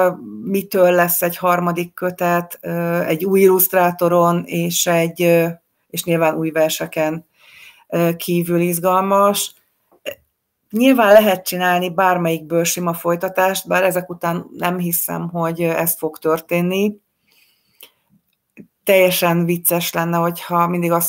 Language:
Hungarian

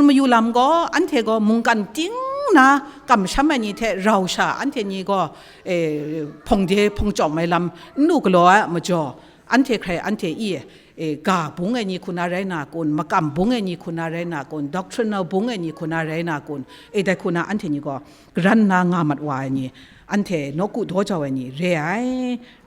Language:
Kachin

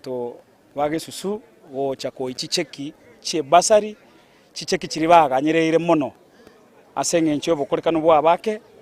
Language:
Gusii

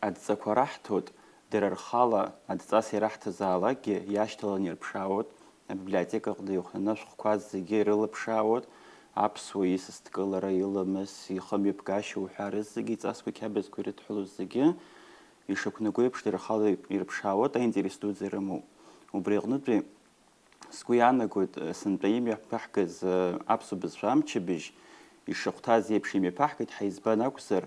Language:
Abkhazian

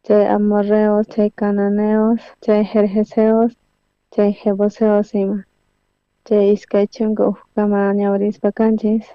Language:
South Bolivian Quechua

